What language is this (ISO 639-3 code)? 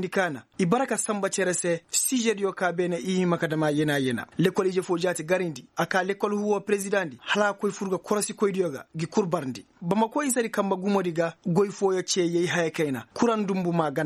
ses